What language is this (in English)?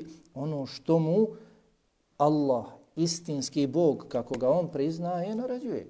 Bosnian